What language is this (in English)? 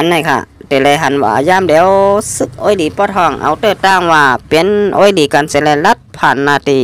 Shan